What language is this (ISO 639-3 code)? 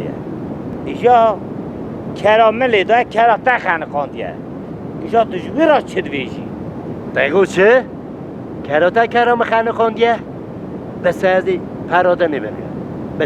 kur